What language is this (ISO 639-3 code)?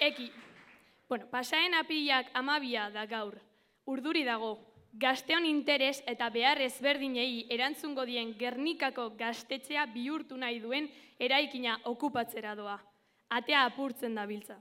eus